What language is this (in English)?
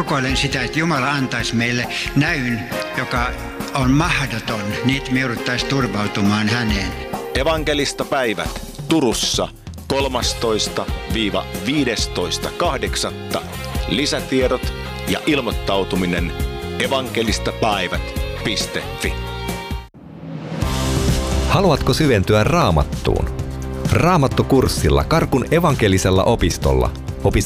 Finnish